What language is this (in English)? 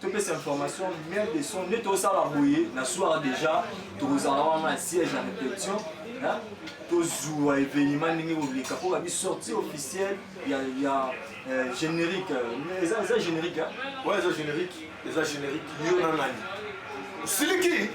Lingala